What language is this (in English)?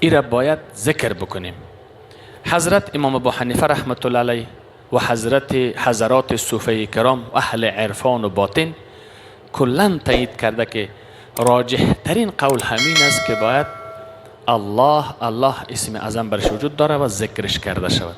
Persian